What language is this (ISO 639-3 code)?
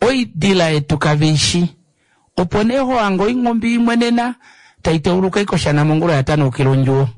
kua